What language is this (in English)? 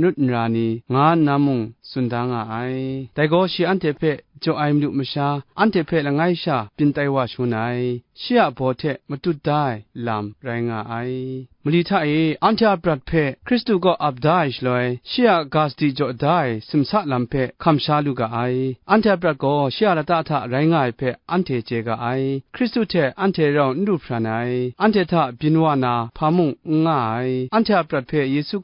Kachin